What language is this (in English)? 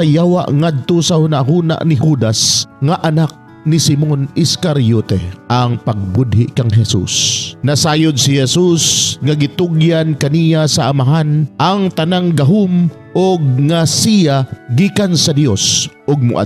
Cebuano